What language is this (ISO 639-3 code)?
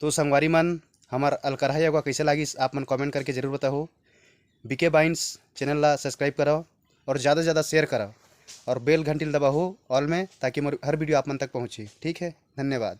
hne